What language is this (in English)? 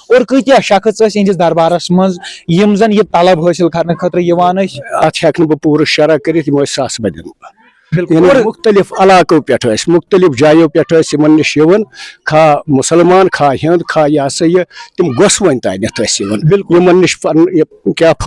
Kashmiri